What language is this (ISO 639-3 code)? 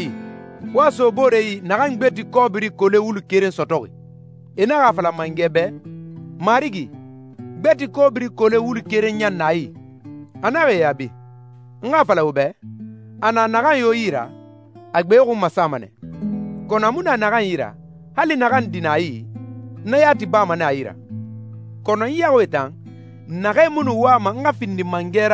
sus